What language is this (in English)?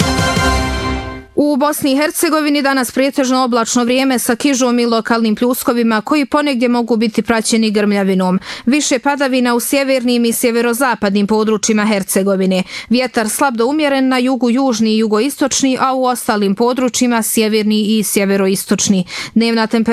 Bosnian